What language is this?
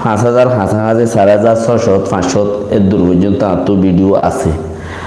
Rohingya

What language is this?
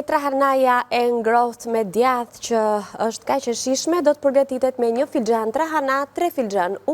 Albanian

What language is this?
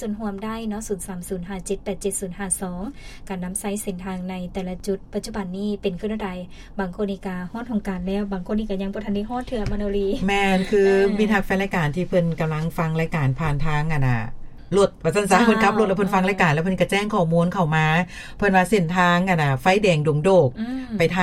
Lao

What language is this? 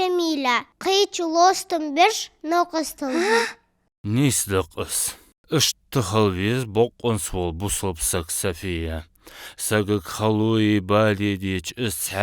Ingush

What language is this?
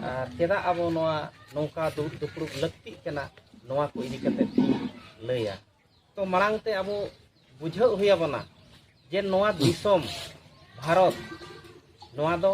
Santali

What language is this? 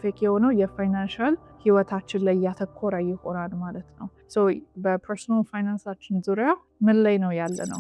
Amharic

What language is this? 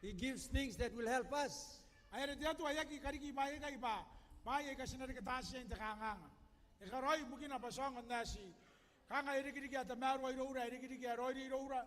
Gilbertese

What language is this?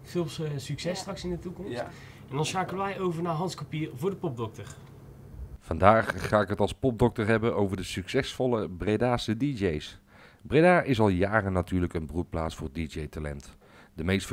Dutch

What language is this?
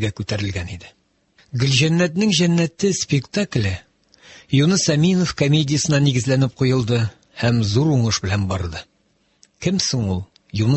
Tatar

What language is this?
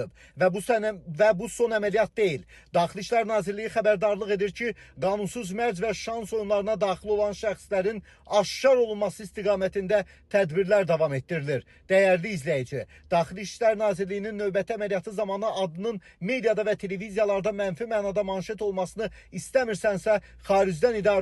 Azerbaijani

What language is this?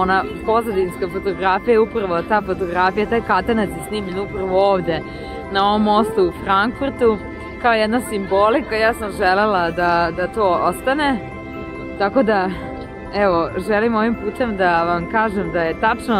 Serbian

